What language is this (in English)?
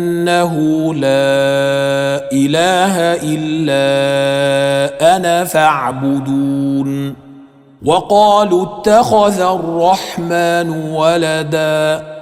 Arabic